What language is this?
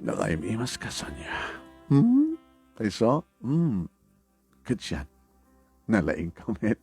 Iloko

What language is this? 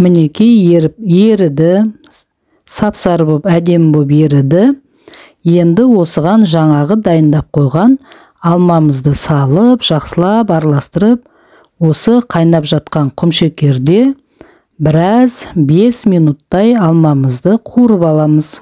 Kazakh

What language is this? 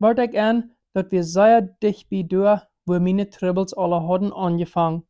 Plautdietsch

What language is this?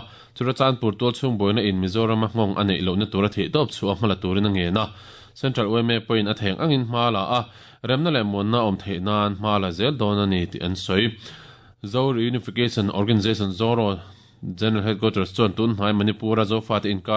Mizo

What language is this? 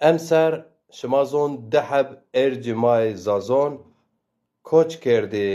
Zaza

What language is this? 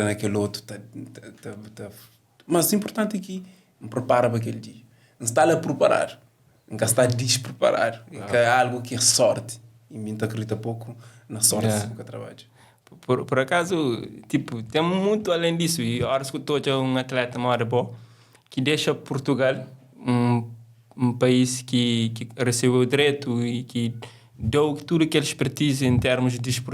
Kabuverdianu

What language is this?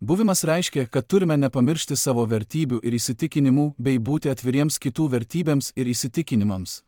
Lithuanian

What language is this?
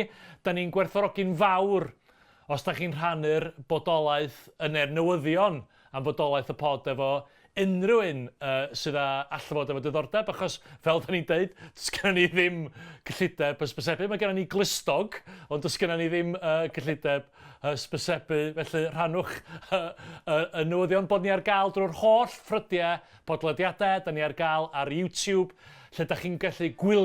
Welsh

